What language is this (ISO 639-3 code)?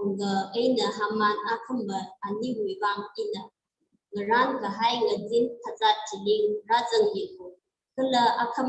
nmf